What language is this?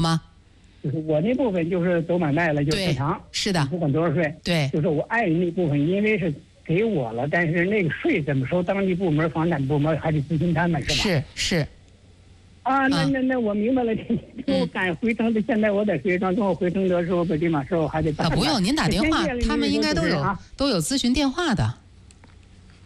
Chinese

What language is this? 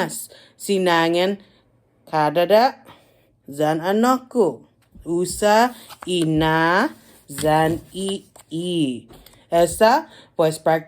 Chamorro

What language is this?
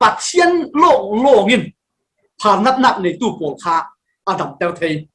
Falam Chin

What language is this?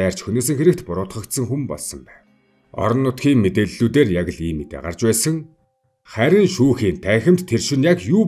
Mongolian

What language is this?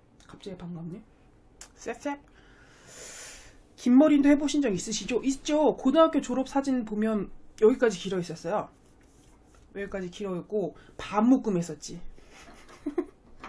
Korean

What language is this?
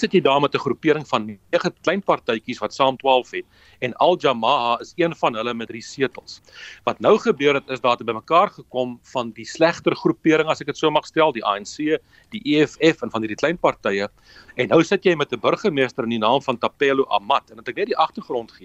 Afrikaans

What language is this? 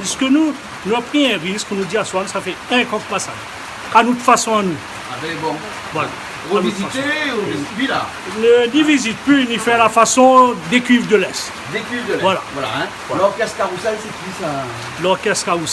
Réunion Creole French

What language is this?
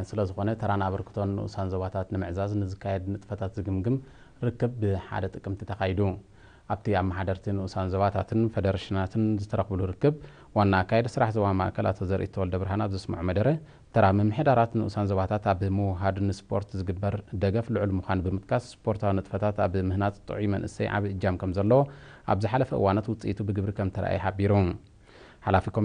Tigrinya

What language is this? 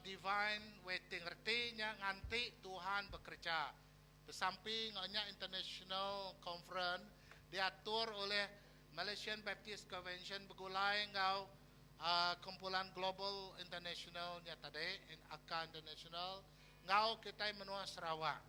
Iban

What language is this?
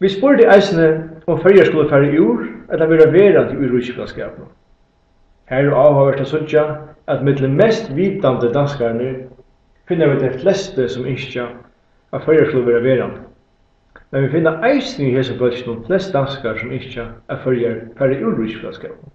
Faroese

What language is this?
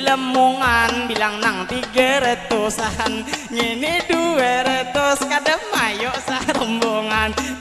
Banjar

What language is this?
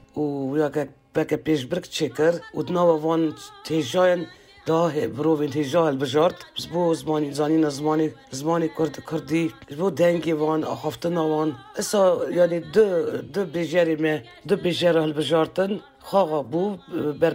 Kurdish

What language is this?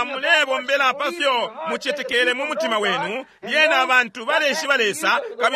Bemba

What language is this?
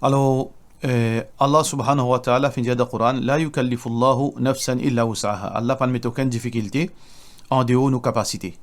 Morisyen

